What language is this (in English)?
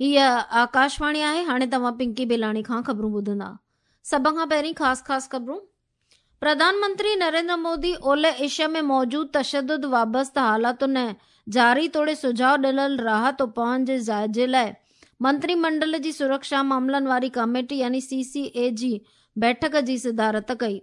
Sindhi